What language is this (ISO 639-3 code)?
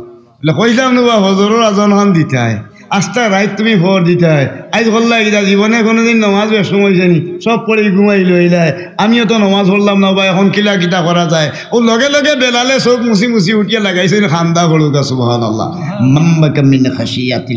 syl